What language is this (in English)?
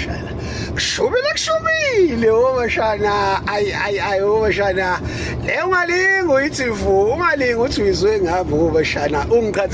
Zulu